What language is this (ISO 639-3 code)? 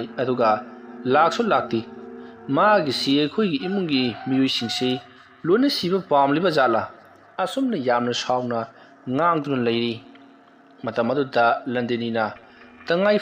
mni